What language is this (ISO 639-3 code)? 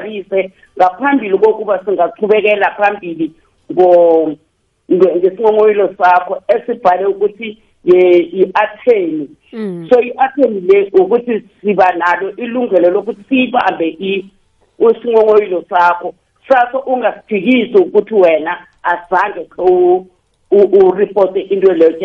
nbl